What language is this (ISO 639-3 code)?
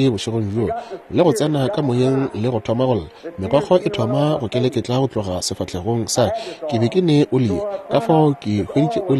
nso